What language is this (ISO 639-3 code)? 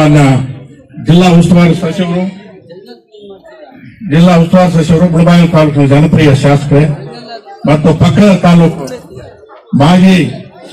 kan